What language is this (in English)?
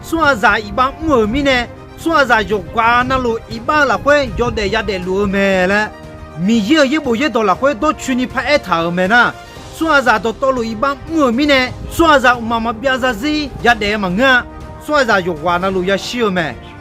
Akha